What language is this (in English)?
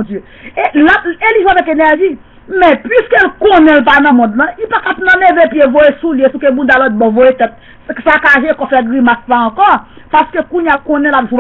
Haitian Creole